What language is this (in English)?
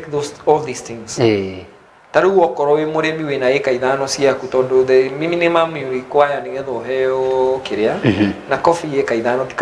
Kikuyu